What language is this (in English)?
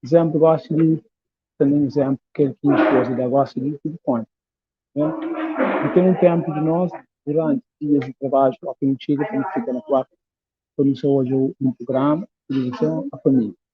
Kabuverdianu